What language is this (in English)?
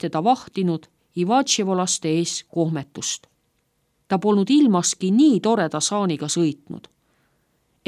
Estonian